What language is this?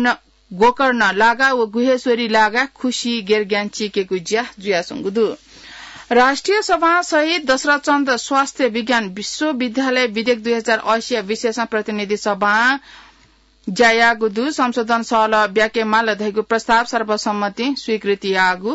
Newari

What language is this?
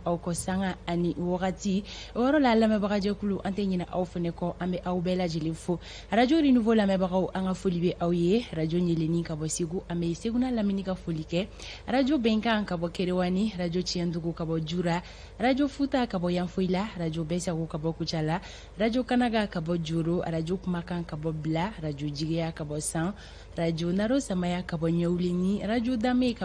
Bambara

